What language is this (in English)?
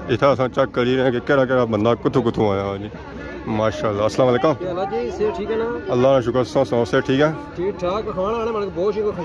Pahari-Potwari